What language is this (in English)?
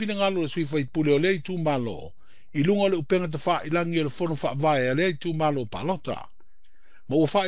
Samoan